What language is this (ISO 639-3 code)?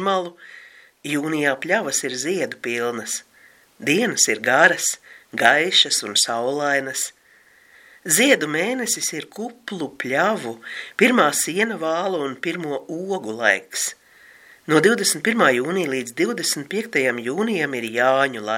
lav